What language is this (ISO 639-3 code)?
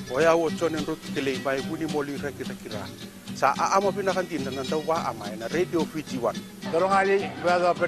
fij